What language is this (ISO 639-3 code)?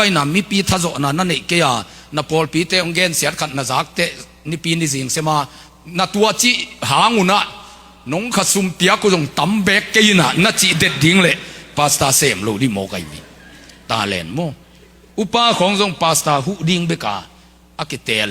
ctd